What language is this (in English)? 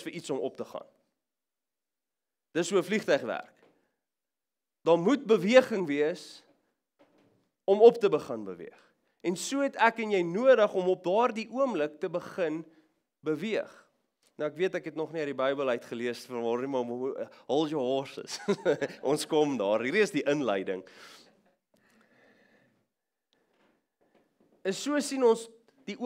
Afrikaans